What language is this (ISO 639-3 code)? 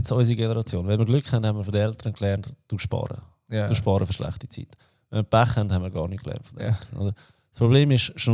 gsw